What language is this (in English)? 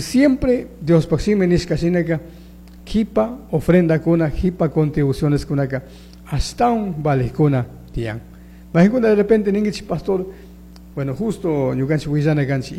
Chimborazo Highland Quichua